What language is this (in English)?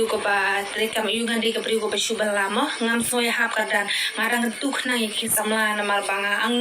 Khasi